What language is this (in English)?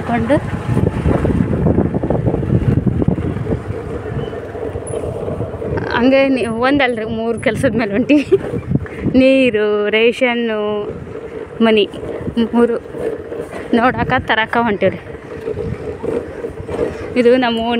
Kannada